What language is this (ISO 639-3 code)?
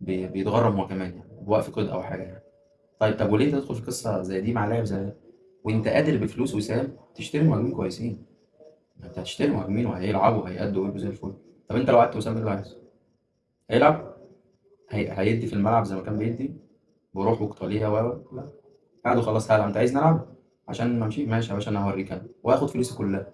arz